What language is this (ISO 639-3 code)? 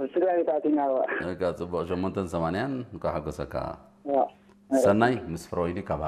tir